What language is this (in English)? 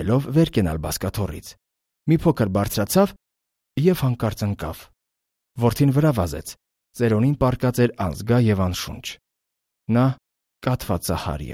Armenian